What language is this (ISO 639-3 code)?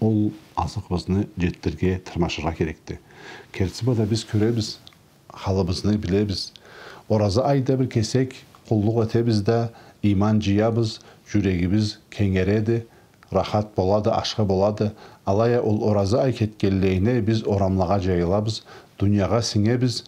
krc